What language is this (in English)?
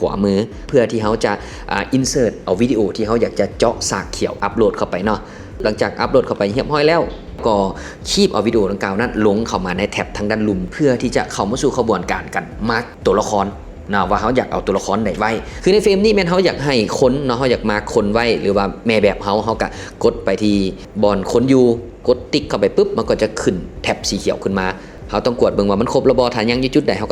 Lao